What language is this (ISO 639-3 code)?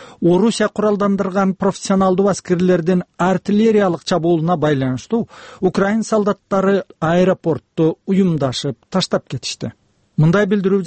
kir